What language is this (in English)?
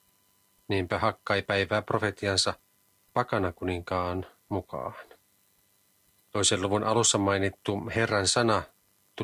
Finnish